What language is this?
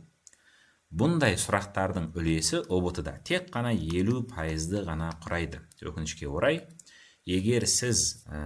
Kazakh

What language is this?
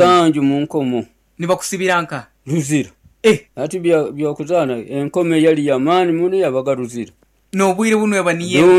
Nyoro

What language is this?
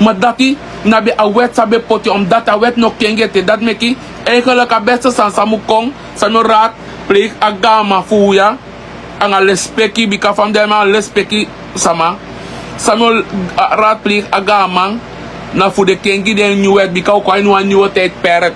Sranan Tongo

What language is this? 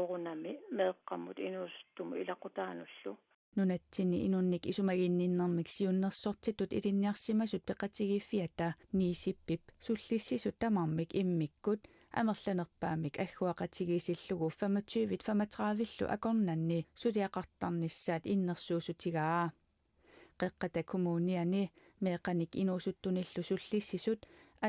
Kalaallisut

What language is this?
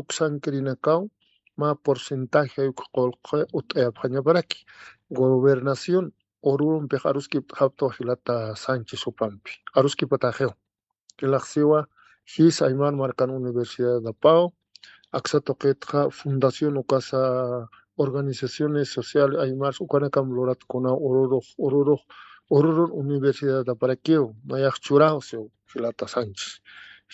Aymara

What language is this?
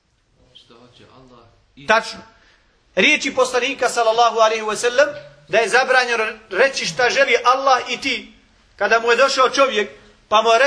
Bosnian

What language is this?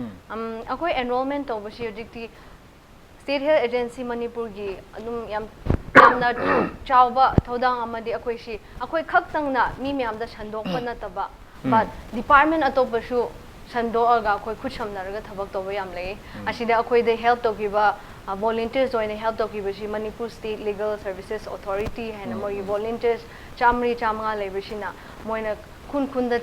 Manipuri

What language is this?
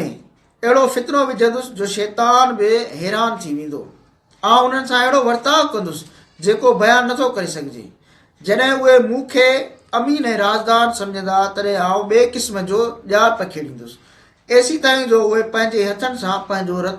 Sindhi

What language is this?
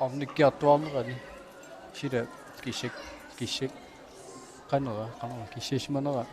Kalaallisut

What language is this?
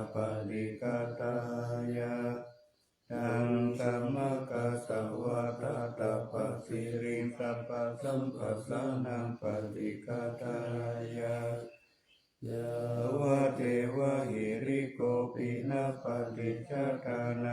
Pali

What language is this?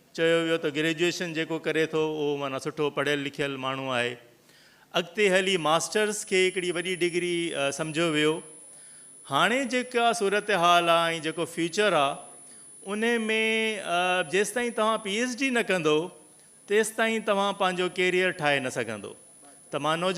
Sindhi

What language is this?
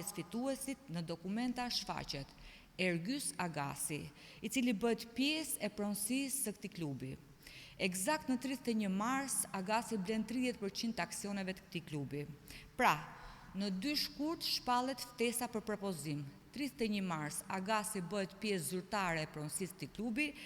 Albanian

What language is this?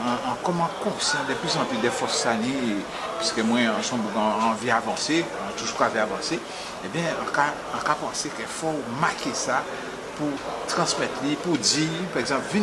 Guadeloupean Creole French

